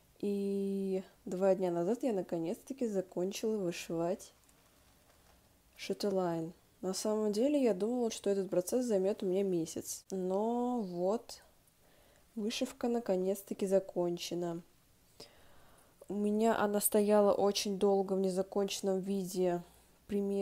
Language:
Russian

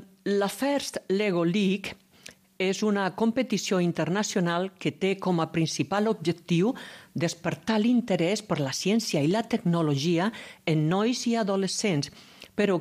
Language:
Catalan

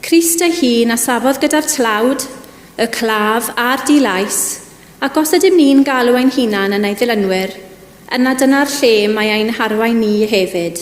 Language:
Welsh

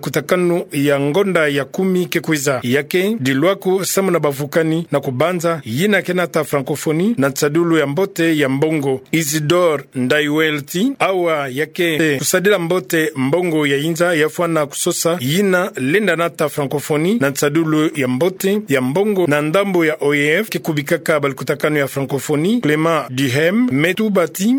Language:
Kituba (Democratic Republic of Congo)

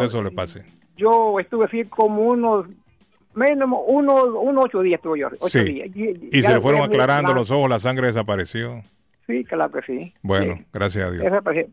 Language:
Spanish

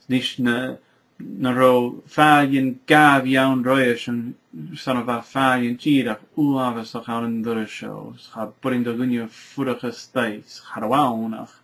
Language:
Scottish Gaelic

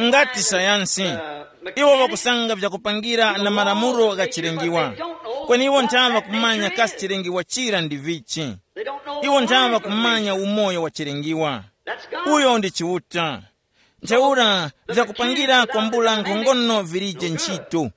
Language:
Tumbuka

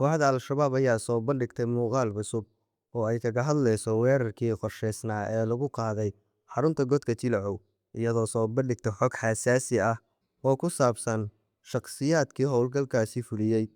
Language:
Somali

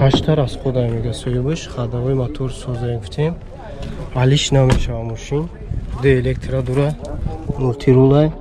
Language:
Tajik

